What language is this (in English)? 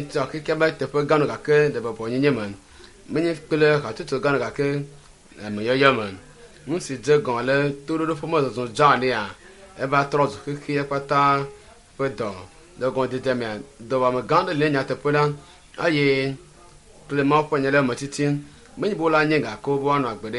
Ewe